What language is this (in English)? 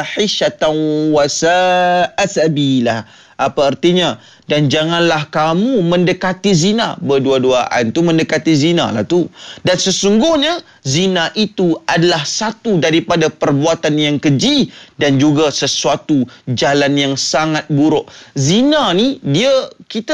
Malay